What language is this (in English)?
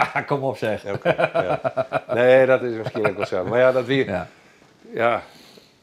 Western Frisian